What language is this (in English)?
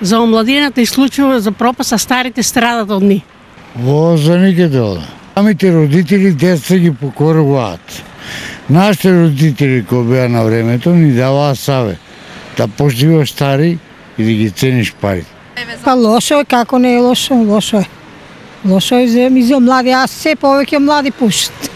Macedonian